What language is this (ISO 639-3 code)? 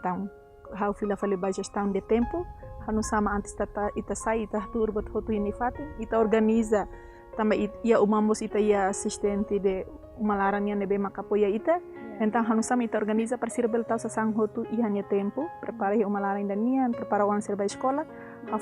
tet